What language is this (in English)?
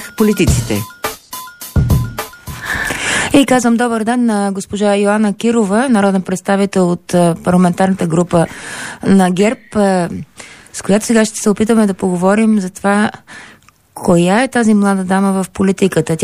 Bulgarian